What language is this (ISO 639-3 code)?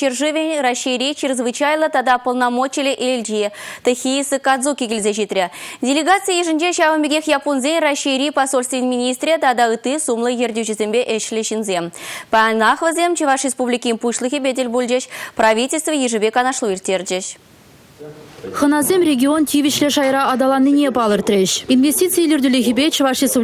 chv